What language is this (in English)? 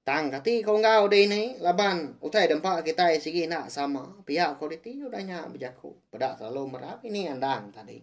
Iban